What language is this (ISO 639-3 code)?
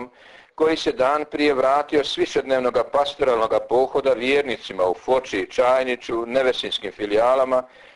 hrv